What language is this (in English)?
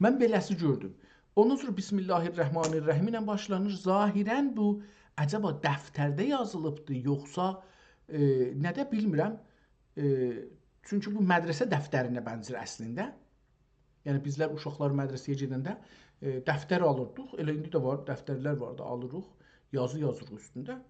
South Azerbaijani